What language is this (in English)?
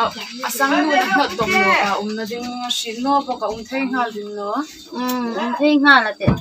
Hmar